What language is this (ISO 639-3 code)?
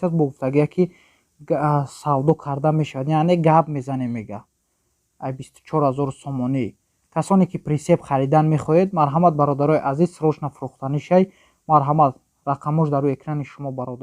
tgk